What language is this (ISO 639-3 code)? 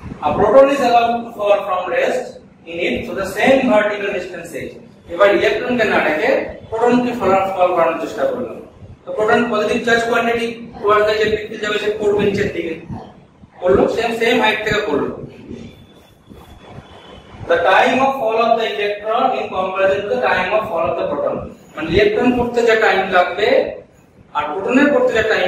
ben